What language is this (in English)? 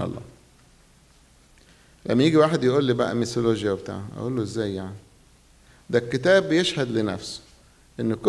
Egyptian Arabic